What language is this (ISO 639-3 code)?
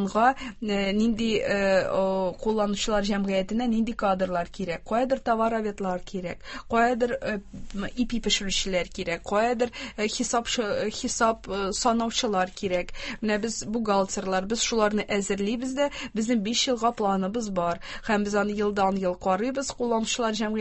tat